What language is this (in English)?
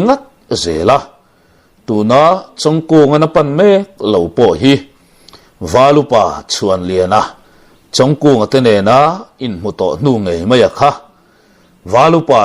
Mizo